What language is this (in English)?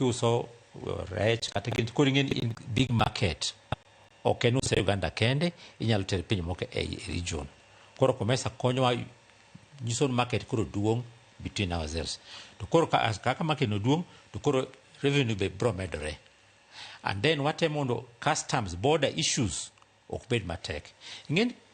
Luo (Kenya and Tanzania)